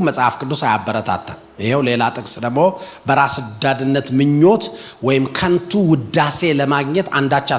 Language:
Amharic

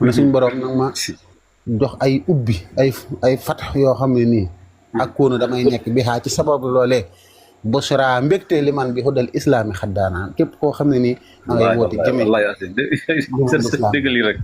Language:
Wolof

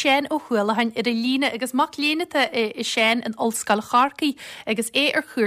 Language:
Irish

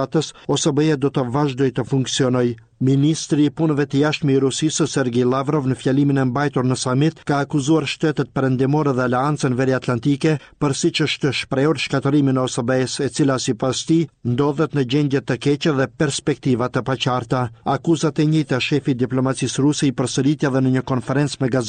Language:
Albanian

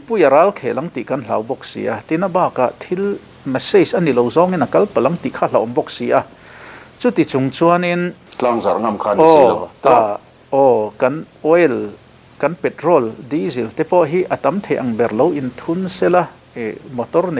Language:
Mizo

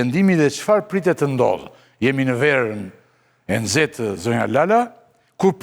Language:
Albanian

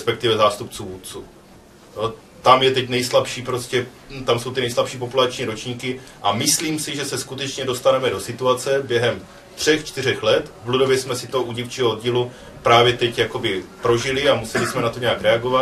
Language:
Czech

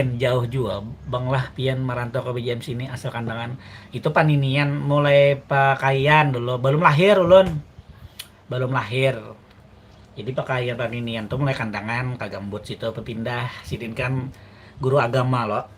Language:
Banjar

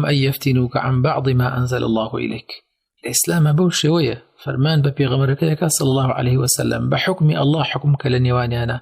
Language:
Central Kurdish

